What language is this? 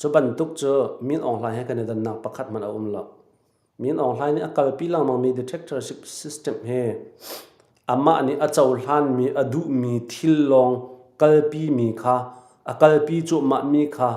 Hakha Chin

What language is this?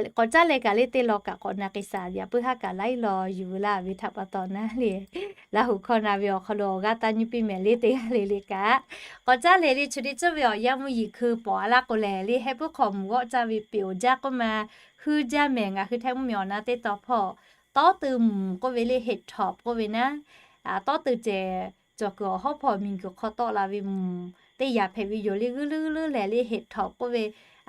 Lahu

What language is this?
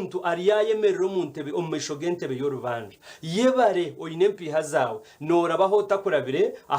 Nyankole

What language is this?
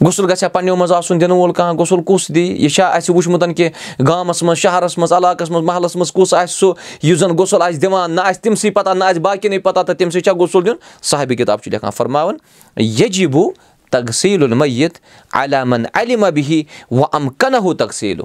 Kashmiri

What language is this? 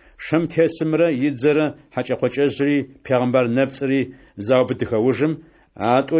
Adyghe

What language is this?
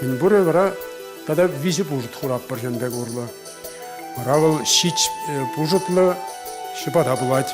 Chuvash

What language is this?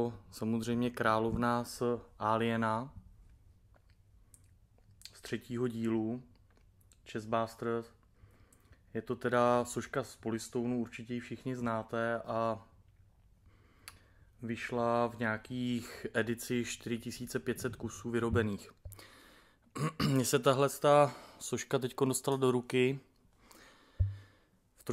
Czech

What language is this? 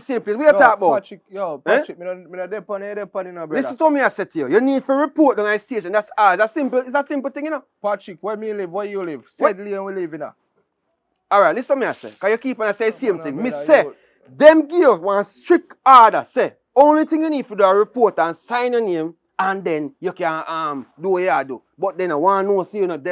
Jamaican Creole English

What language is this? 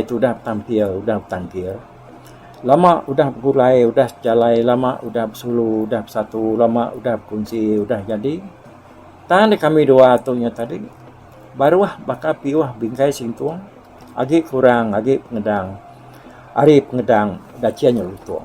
Iban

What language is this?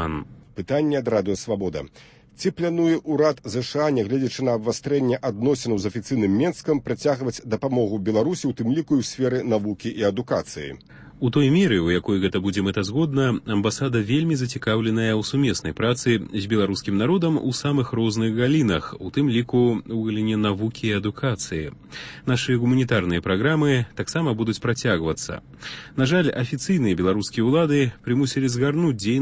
Belarusian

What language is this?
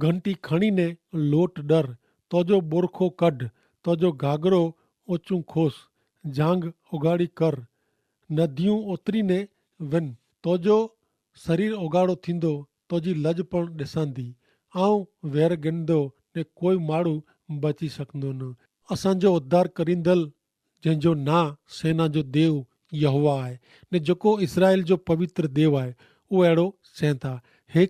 Kachhi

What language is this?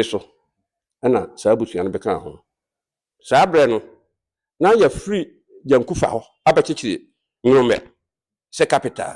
Akan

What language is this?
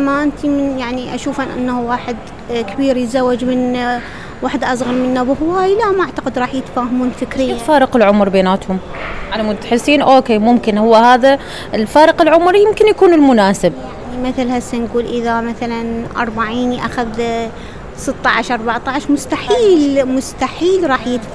Mesopotamian Arabic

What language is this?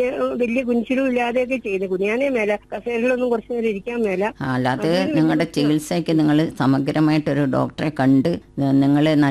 Malayalam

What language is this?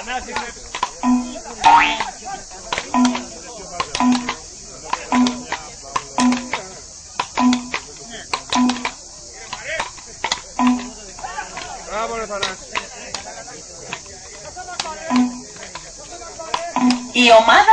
Greek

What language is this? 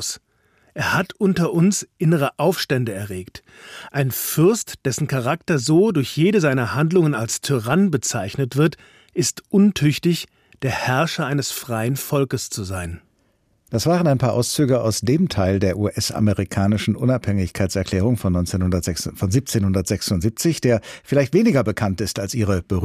German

